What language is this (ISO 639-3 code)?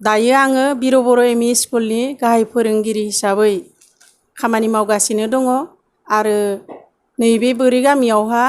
brx